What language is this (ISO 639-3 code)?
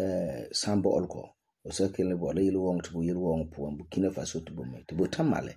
gur